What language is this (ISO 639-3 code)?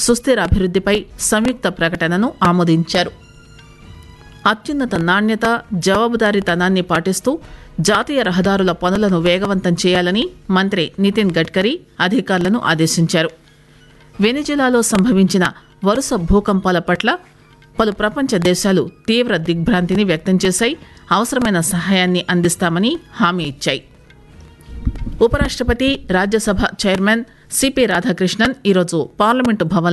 tel